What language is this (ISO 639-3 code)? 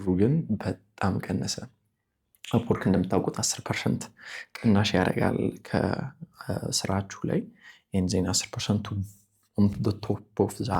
amh